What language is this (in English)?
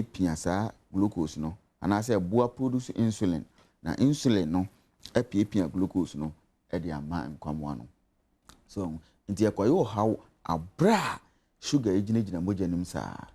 Akan